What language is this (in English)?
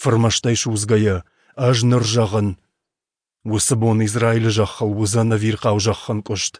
Ossetic